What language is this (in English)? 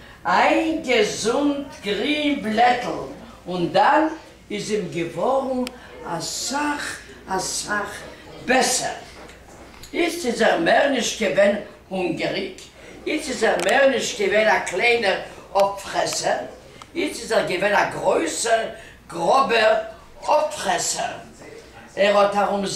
Yiddish